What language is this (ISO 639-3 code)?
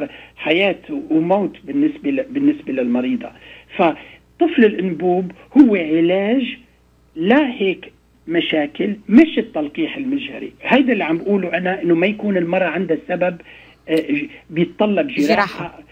apc